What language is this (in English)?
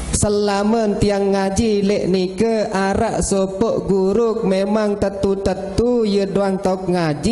Sasak